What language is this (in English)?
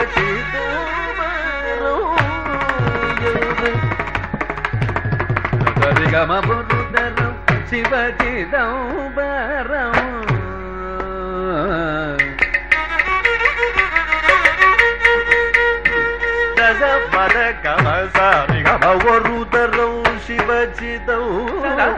Tamil